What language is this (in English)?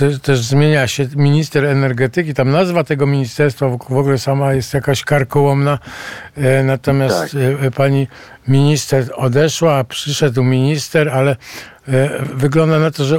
Polish